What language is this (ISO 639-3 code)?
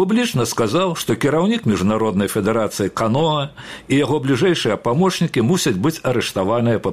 bel